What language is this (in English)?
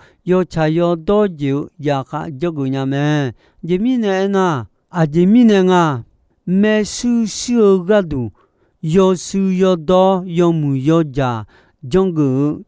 Akha